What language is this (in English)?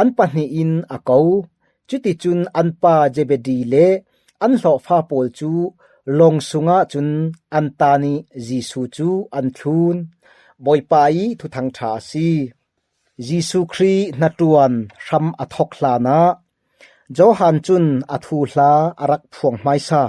Falam Chin